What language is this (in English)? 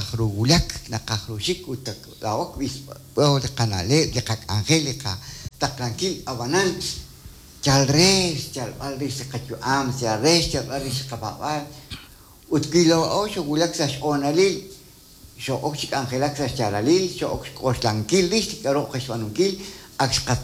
Kekchí